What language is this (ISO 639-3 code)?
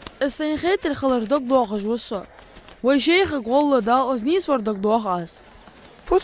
inh